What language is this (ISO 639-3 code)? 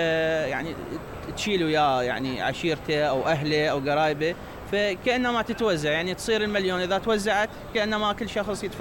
acm